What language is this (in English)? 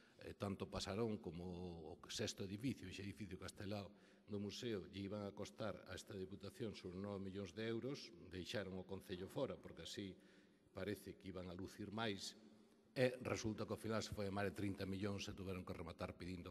Galician